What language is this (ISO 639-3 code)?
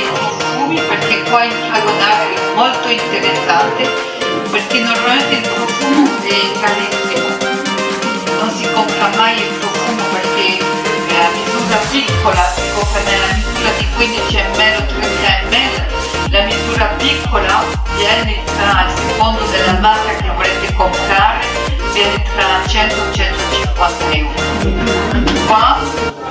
ita